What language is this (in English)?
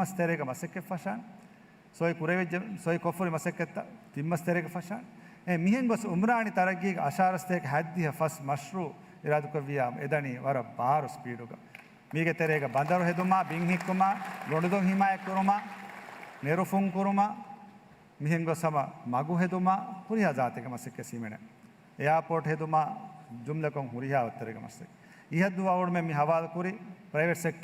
Divehi